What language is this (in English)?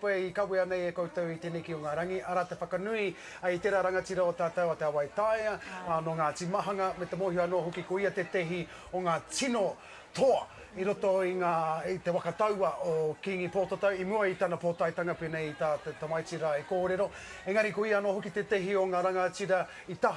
Māori